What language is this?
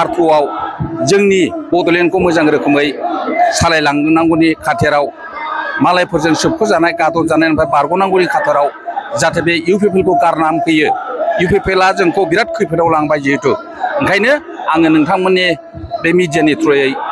Bodo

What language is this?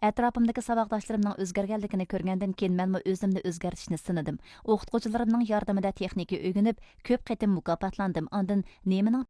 Uyghur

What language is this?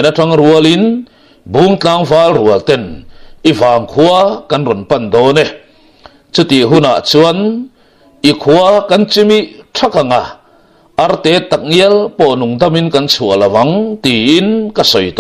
Mizo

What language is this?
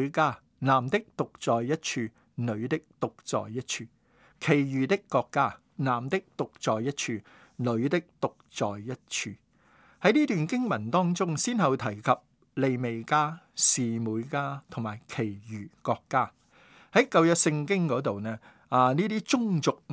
Cantonese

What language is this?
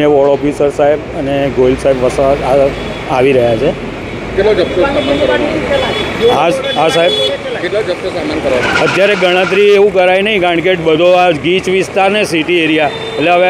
Gujarati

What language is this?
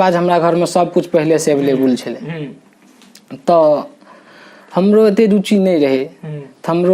Maithili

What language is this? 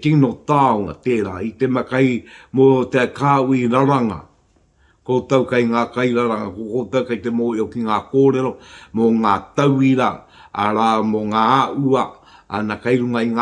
Māori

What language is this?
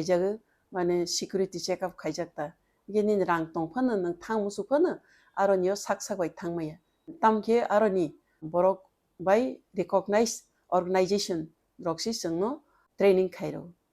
Kok Borok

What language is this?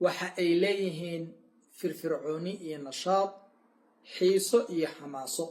Somali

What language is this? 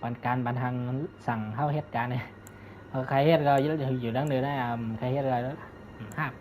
Shan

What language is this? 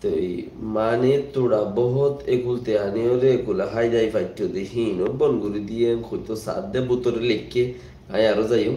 Rohingya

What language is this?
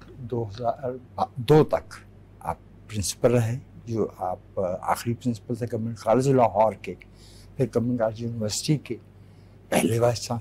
Urdu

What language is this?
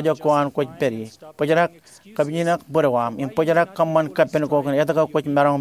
Marshallese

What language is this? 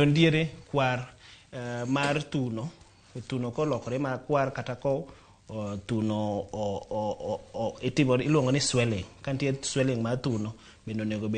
Luo (Kenya and Tanzania)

